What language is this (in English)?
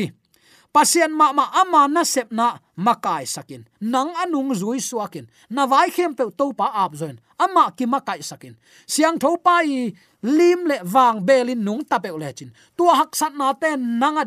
Tedim Chin